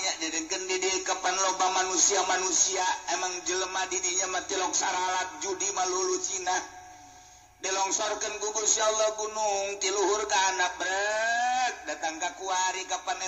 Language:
Sundanese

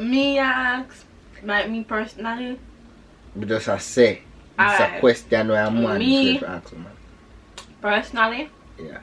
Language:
Jamaican Creole English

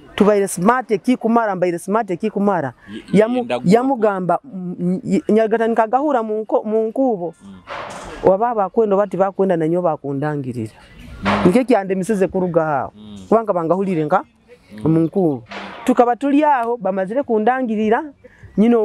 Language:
Nyoro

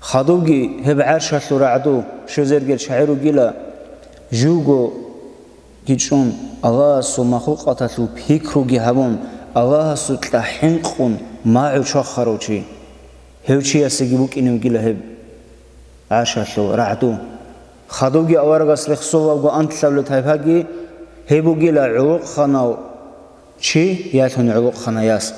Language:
Avaric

